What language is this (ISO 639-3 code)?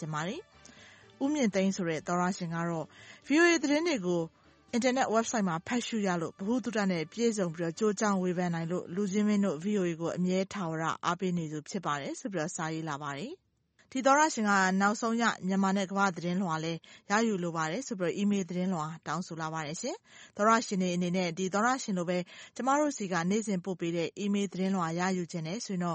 mya